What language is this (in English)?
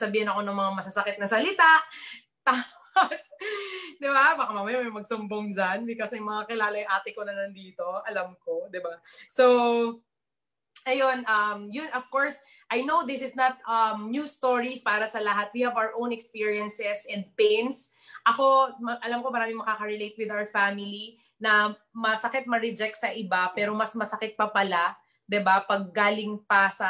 Filipino